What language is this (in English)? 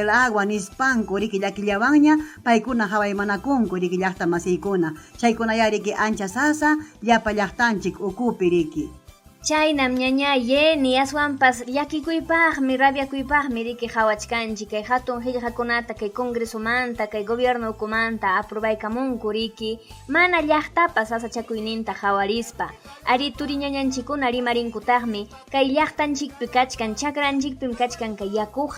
Ayacucho Quechua